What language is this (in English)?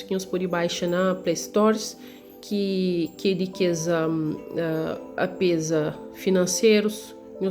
Kabuverdianu